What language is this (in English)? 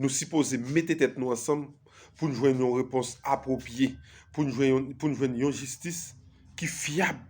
Haitian Creole